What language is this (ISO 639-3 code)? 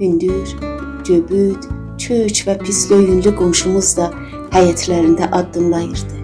azb